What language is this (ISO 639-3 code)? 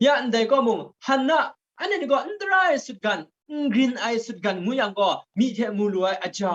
kac